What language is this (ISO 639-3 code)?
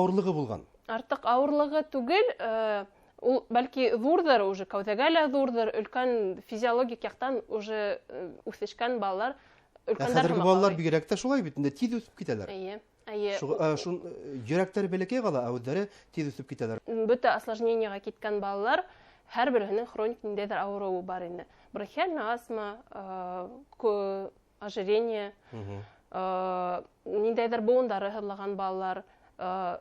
bak